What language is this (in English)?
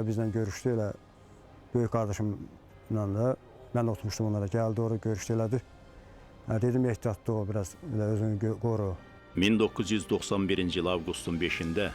Azerbaijani